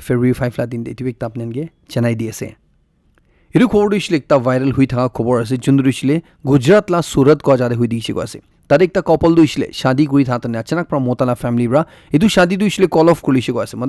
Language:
Naga Pidgin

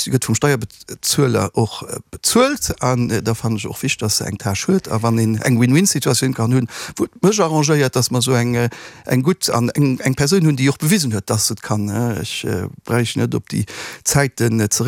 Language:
Luxembourgish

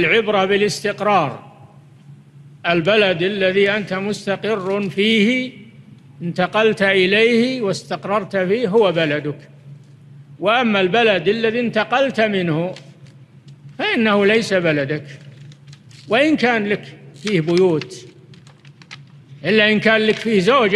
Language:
Arabic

